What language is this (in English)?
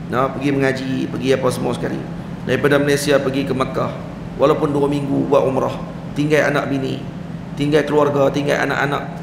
Malay